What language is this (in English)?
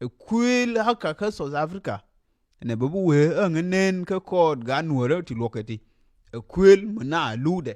Nuer